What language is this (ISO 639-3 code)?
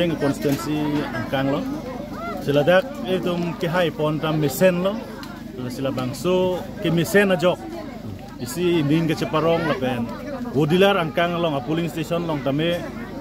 mjw